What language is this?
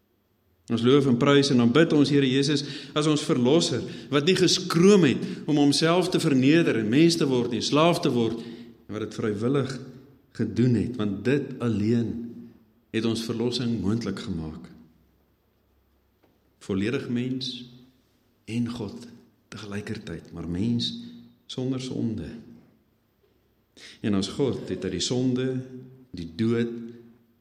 Afrikaans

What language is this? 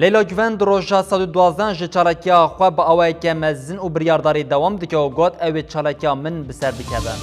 Kurdish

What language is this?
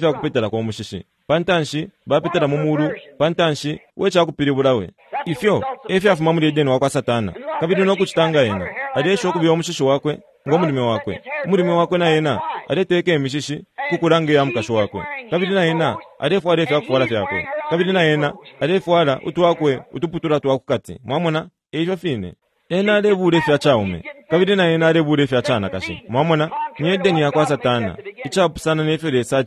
Bemba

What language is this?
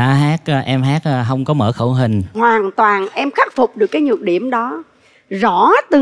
Vietnamese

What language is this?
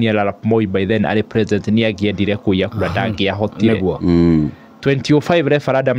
Kikuyu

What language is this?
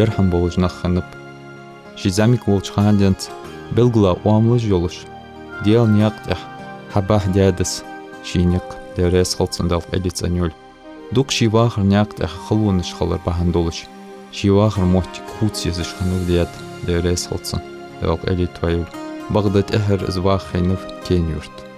Ingush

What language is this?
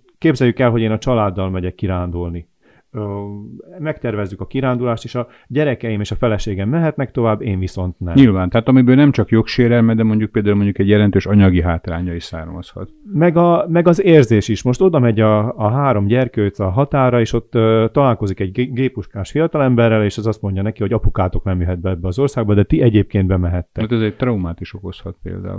Hungarian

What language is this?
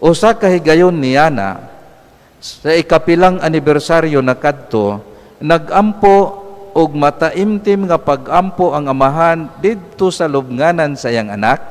Cebuano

